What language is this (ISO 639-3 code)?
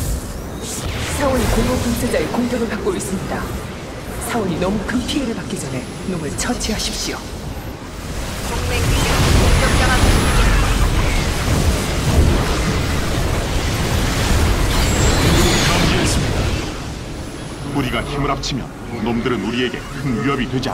kor